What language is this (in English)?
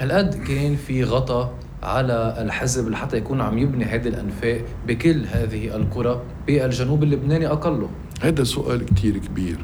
North Levantine Arabic